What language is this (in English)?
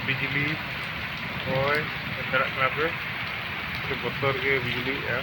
Santali